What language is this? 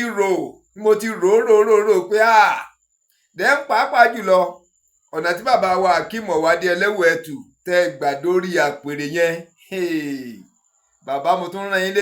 Yoruba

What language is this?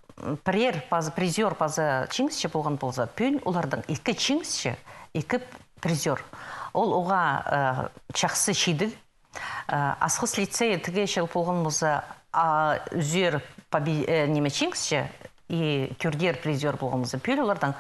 Khakas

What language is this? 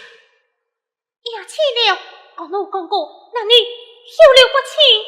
Pu-Xian Chinese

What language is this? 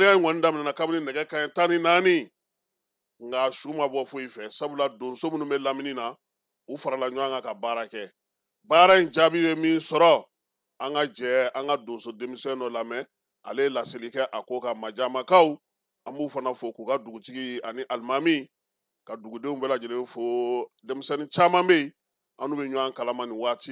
Bambara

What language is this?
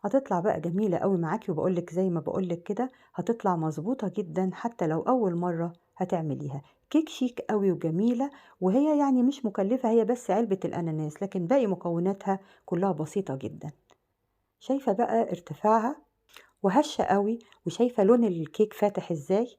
Egyptian Arabic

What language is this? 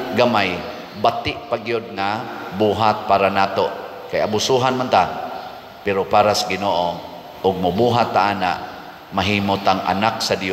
Cebuano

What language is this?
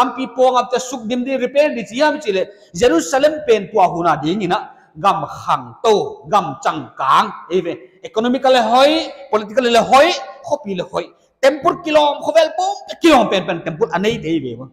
Paite Chin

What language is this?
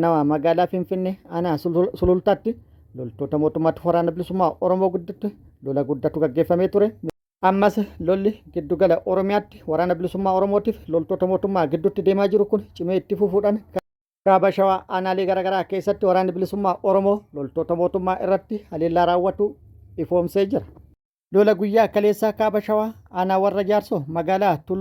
Oromo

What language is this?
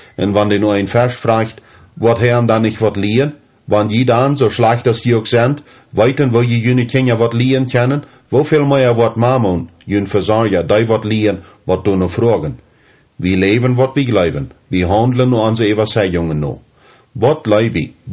Plautdietsch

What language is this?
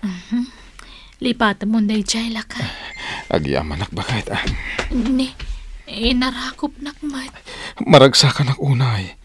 Iloko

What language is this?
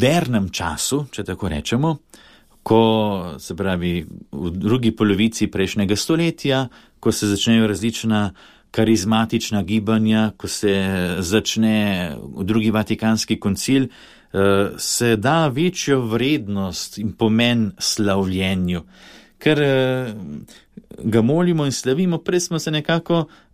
Slovenian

